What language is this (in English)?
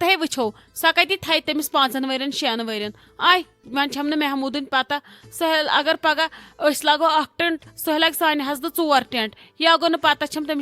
Kashmiri